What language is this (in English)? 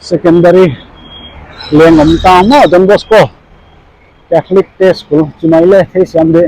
Paite Chin